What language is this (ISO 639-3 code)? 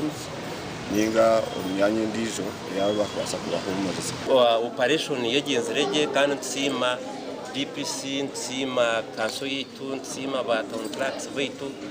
nyn